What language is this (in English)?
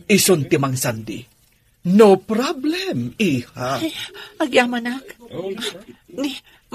Iloko